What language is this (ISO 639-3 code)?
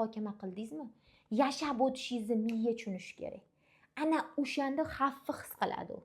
uzb